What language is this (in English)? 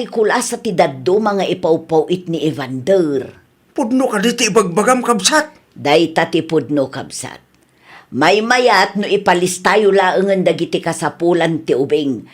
Iloko